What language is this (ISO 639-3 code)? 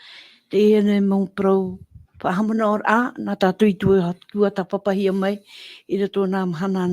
tah